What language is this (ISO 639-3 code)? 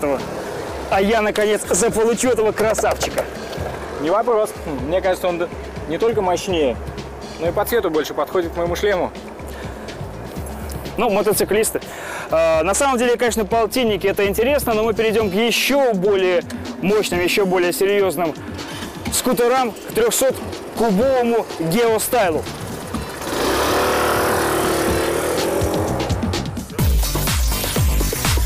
rus